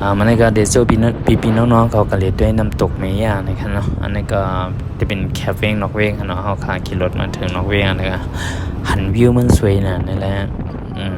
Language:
Shan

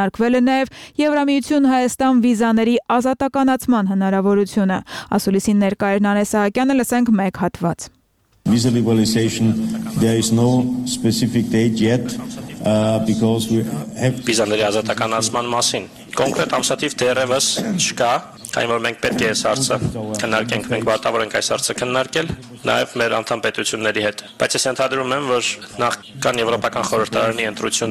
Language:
Armenian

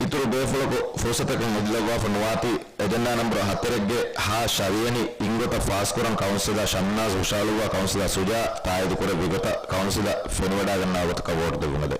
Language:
Divehi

